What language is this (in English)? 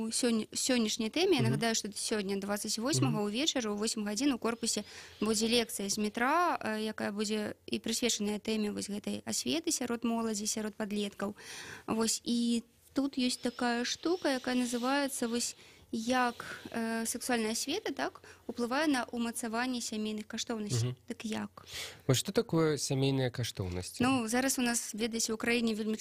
Belarusian